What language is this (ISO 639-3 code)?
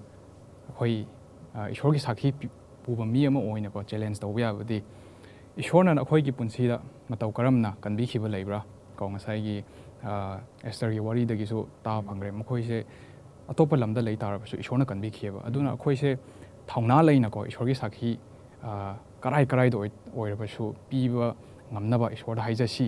mni